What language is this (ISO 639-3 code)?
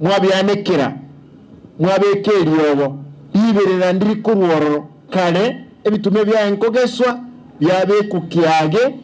guz